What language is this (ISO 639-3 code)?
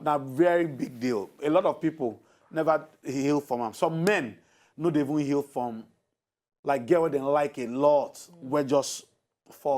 pcm